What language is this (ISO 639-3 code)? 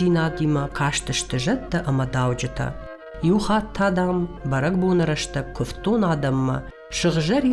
oss